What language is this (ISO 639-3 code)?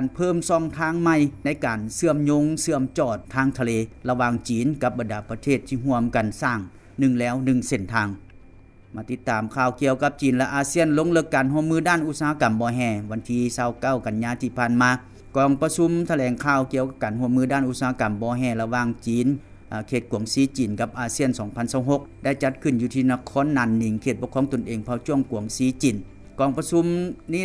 lao